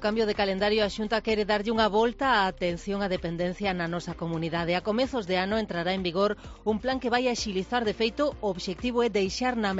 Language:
Galician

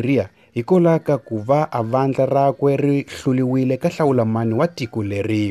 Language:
Tsonga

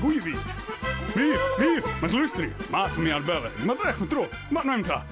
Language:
Western Frisian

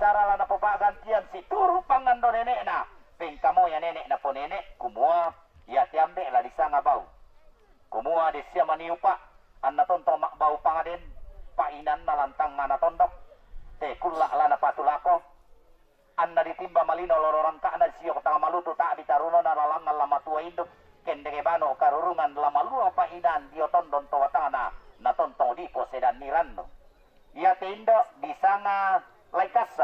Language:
Toraja-Sa'dan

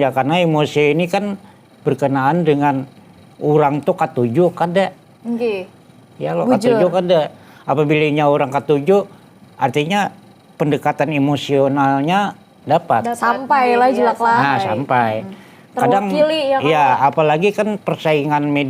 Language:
Banjar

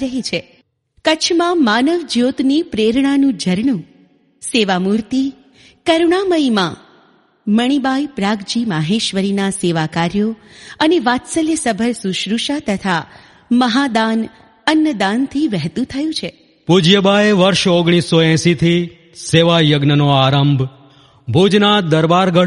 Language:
Gujarati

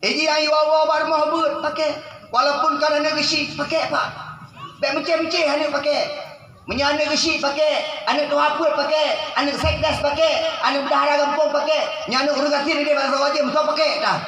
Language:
Achinese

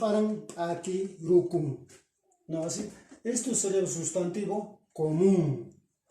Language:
Quechua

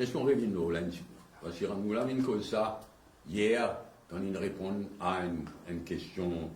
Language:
Morisyen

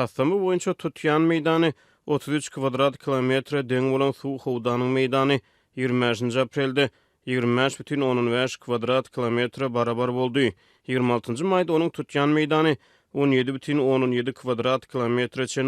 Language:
Turkmen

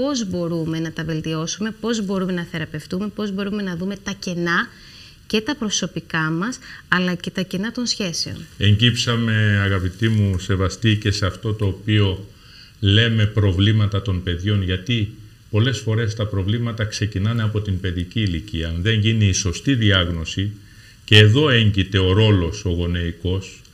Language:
Greek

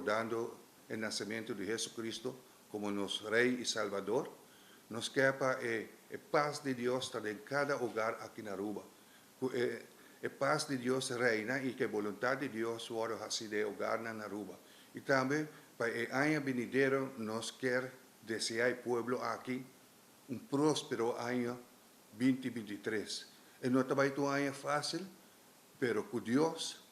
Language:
Papiamento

